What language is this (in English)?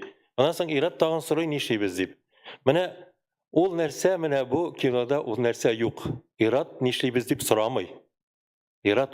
Tatar